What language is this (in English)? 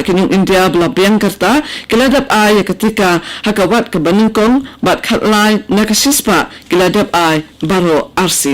Khasi